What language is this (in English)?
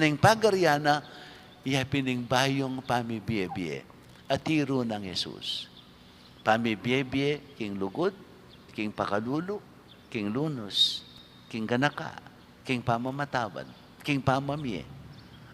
Pampanga